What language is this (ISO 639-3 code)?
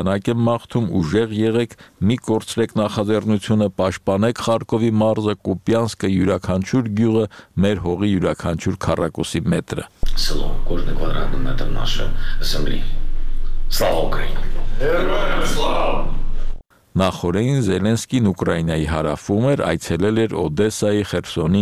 hye